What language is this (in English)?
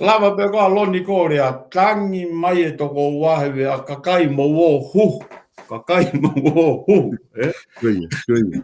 Tongan